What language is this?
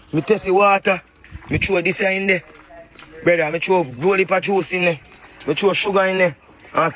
Jamaican Creole English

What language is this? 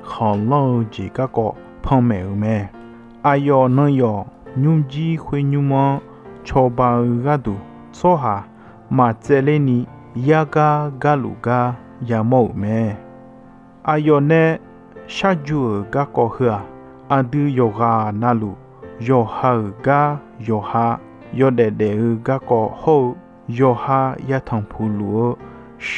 Akha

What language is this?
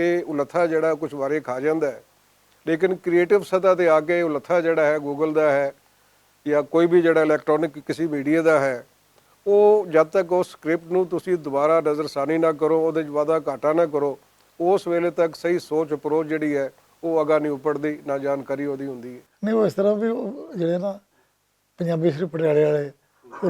Western Panjabi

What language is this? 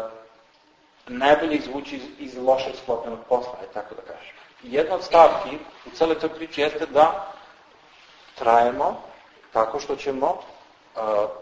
Serbian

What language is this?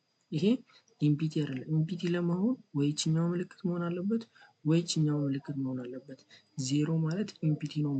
Amharic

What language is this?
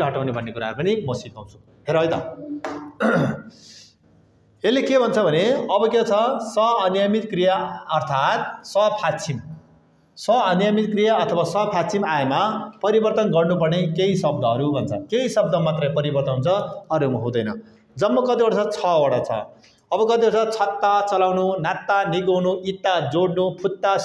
Nepali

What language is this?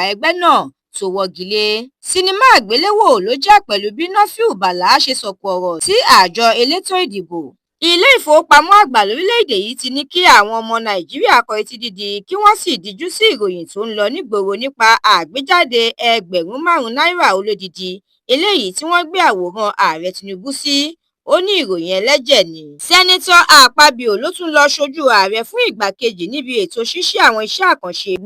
Yoruba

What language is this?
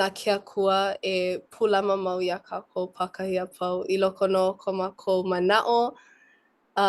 Hawaiian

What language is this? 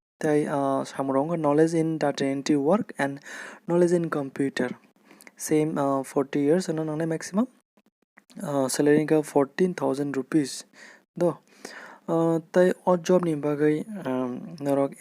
Kok Borok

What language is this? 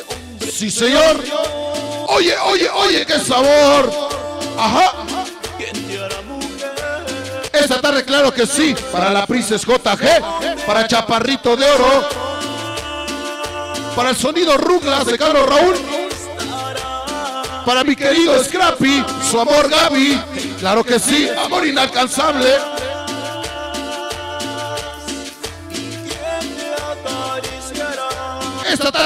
Spanish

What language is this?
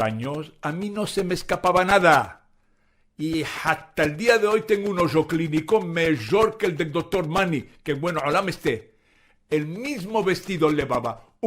Ladino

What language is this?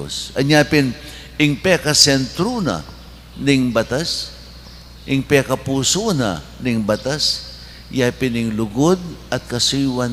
Pampanga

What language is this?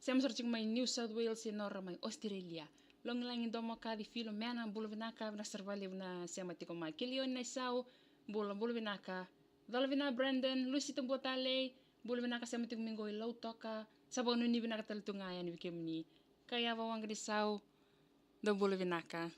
Fijian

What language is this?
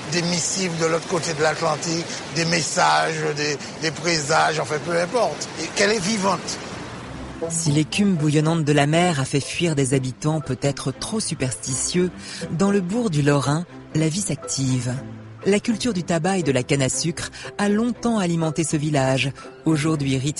French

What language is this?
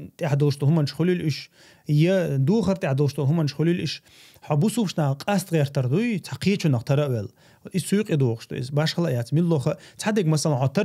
Chechen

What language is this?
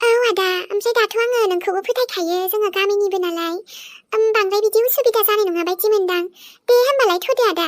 Bodo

